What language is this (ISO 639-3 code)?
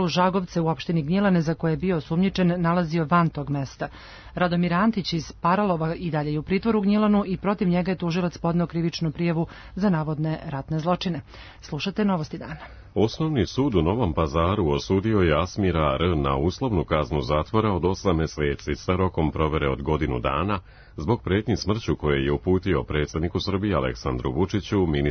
srp